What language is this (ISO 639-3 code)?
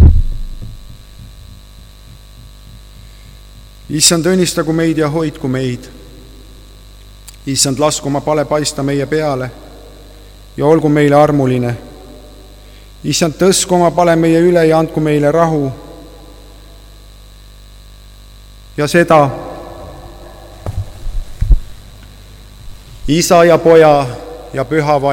est